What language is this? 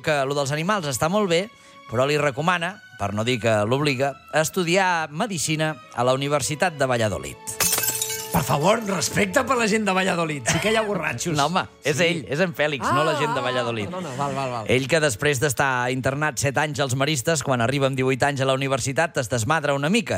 Catalan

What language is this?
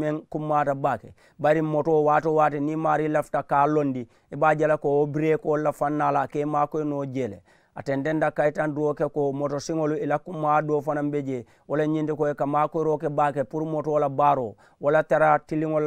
Mandingo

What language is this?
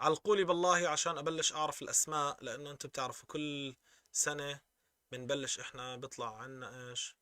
North Levantine Arabic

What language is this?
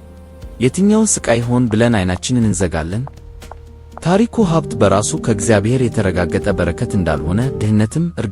Amharic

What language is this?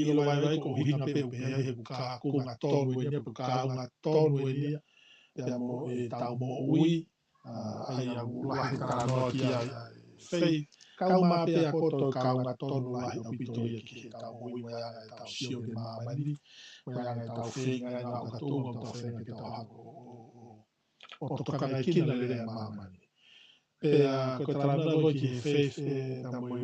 Tongan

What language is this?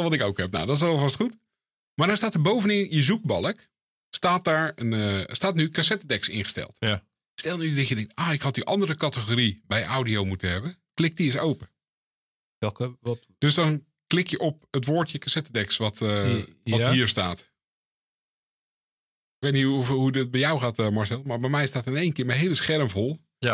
Dutch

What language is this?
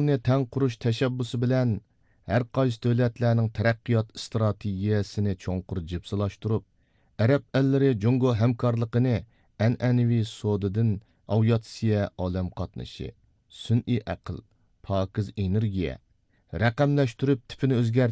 Uyghur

